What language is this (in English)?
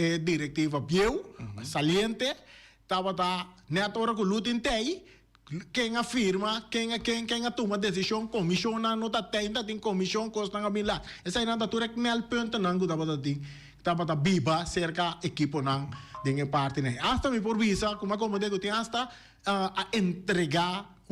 Papiamento